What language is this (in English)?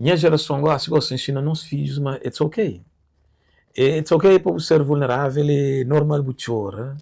Kabuverdianu